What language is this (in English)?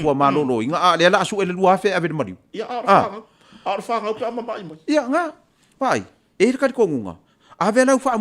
Samoan